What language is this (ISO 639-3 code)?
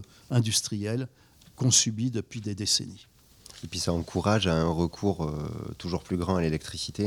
fra